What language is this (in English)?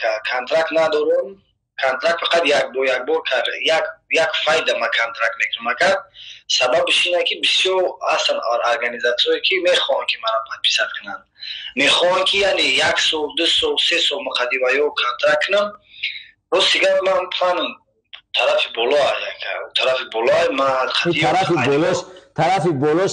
Tajik